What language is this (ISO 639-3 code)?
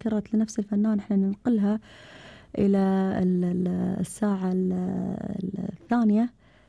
afb